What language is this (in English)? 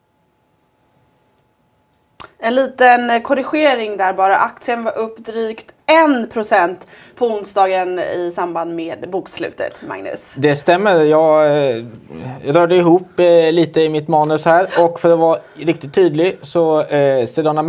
Swedish